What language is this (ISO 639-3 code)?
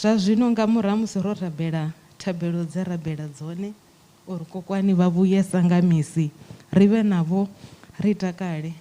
ven